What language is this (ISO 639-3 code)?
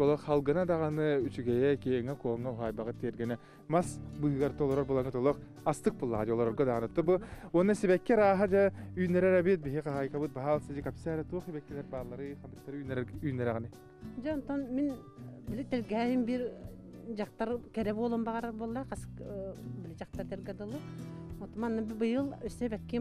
sah